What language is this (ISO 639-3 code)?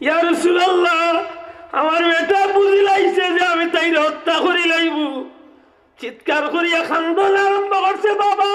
syl